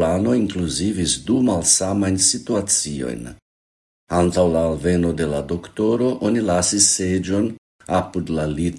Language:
Esperanto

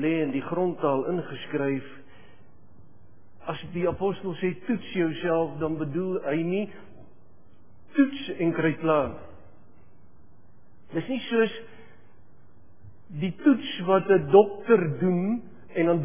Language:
Afrikaans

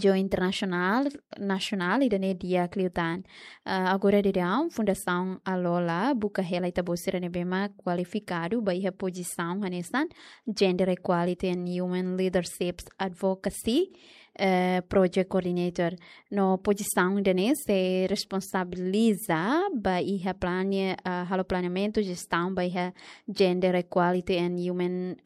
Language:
Tetum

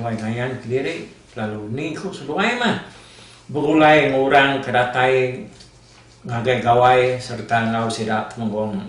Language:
Iban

